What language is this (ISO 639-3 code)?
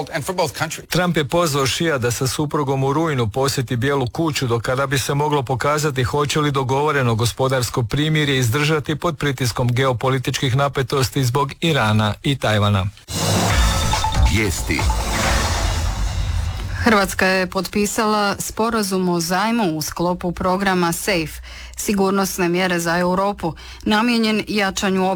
hrv